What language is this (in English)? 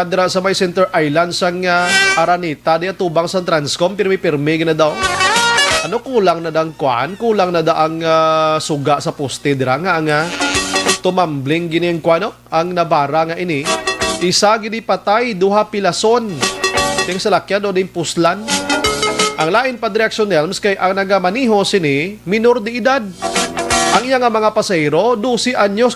Hiligaynon